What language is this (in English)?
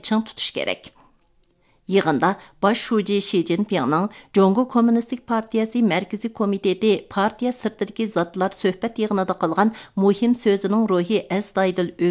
Uyghur